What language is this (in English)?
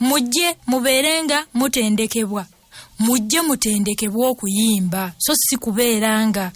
Ganda